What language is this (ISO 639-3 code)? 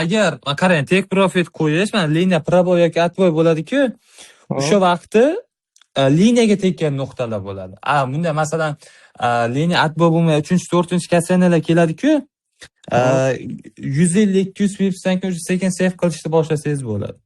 uzb